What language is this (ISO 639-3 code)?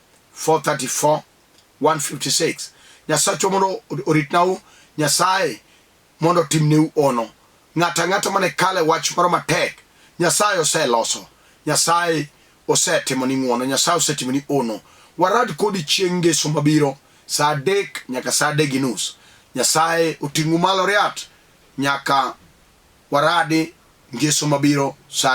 luo